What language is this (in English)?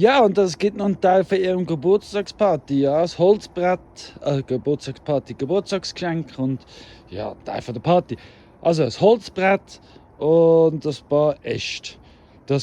Swiss German